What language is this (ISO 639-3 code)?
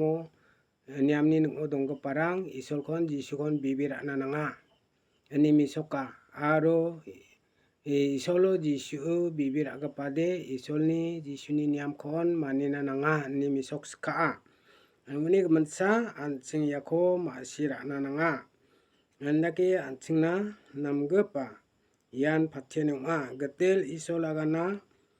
grt